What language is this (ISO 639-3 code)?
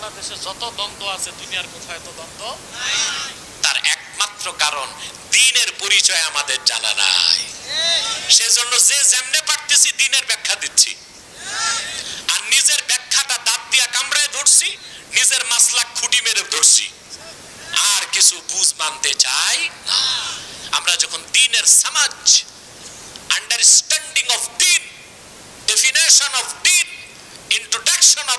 ben